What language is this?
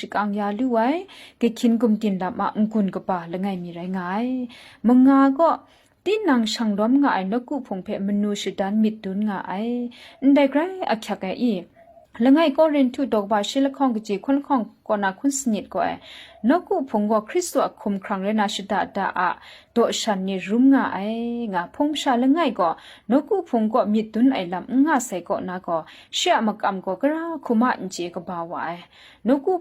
Kachin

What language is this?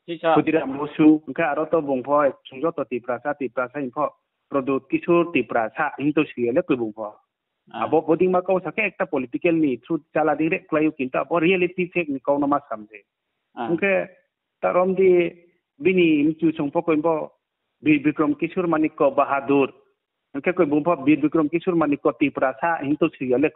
Riang (India)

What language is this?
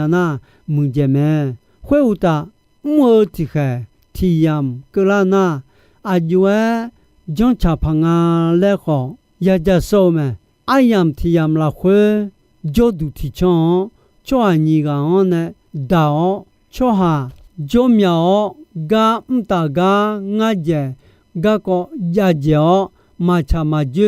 Akha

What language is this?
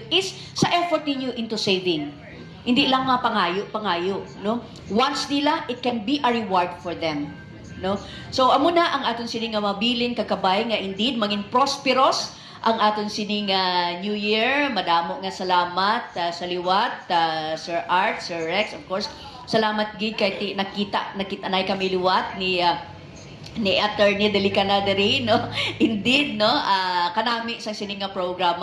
Hiligaynon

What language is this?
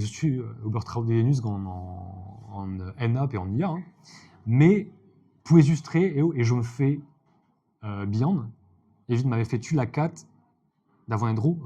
Breton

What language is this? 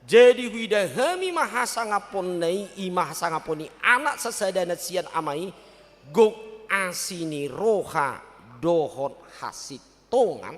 Batak Toba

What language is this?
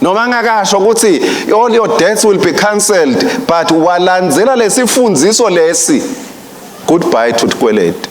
Swati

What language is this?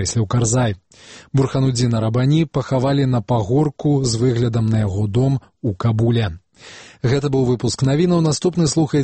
Belarusian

